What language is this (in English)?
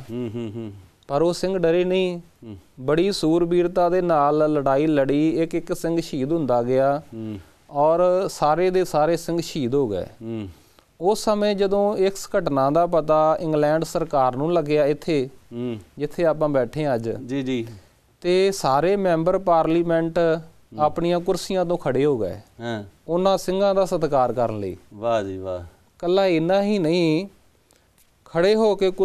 Punjabi